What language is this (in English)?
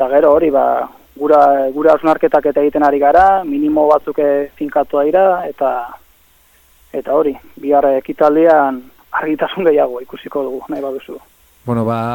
Basque